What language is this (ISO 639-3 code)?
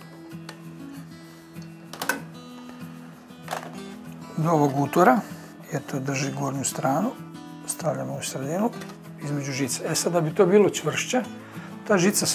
hrv